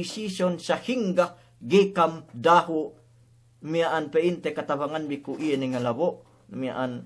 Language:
Yakan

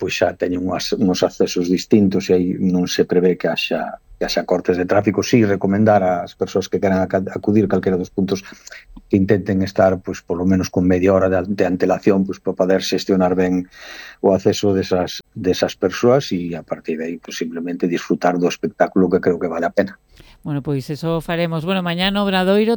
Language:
Galician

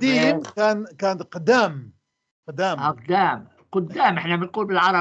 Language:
North Levantine Arabic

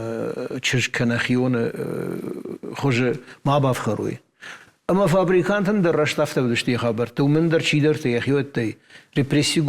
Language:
Ossetic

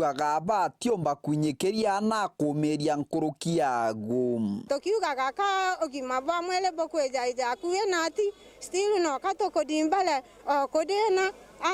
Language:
Meru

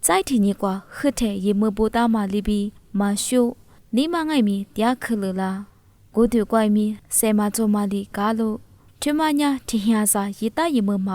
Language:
Lisu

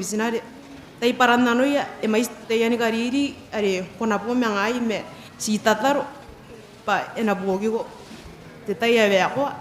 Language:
Gilbertese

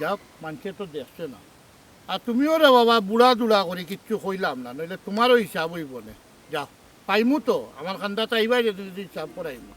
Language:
Sylheti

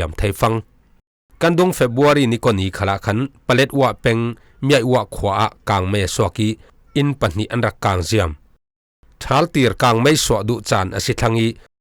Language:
Falam Chin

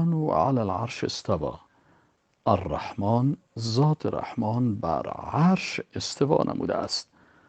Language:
Persian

